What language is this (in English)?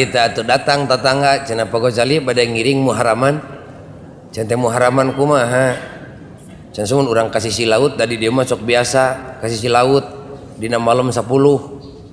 Sundanese